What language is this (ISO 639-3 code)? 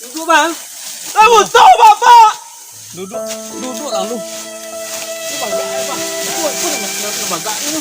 min